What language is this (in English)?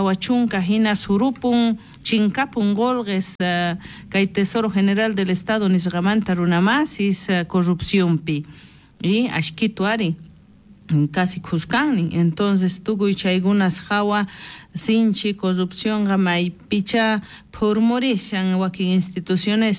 South Bolivian Quechua